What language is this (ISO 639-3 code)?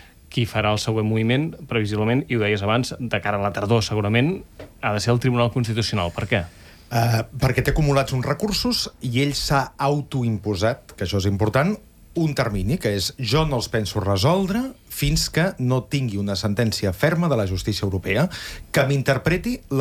cat